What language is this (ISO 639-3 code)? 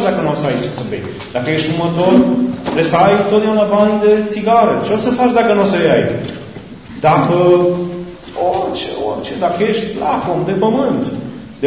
ron